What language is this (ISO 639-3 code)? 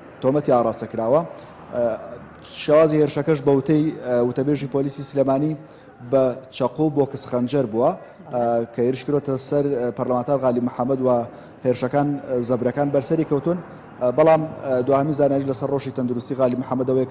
ckb